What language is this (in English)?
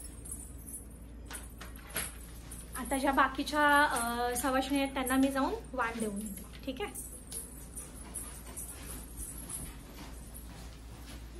Marathi